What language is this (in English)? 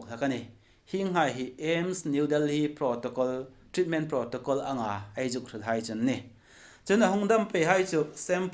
Hmar